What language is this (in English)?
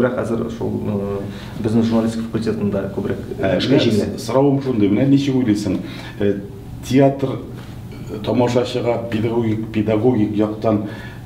Tatar